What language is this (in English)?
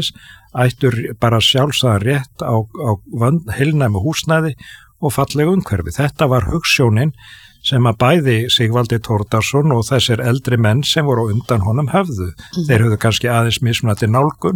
Icelandic